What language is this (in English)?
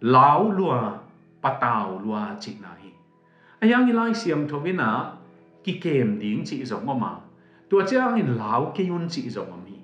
Tedim Chin